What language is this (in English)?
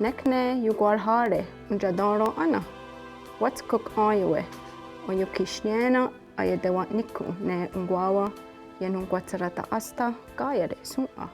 Mohawk